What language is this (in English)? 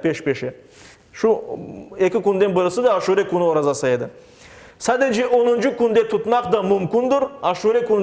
Crimean Tatar